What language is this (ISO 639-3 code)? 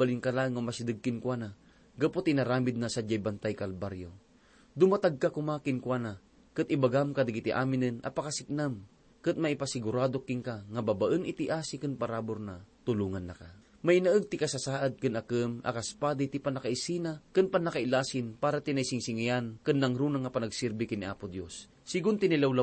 ilo